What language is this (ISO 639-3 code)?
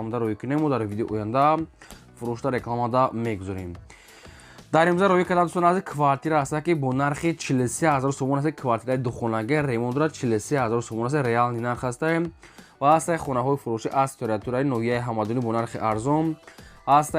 tgk